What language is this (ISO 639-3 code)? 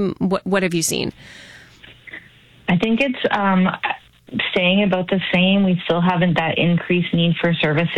eng